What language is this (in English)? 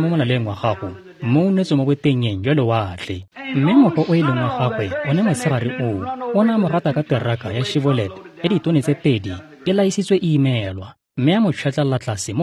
Tswana